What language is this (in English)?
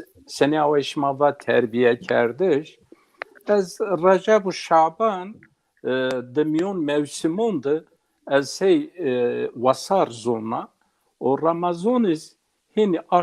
Zaza